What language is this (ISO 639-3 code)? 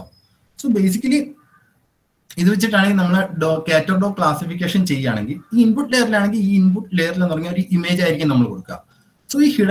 mal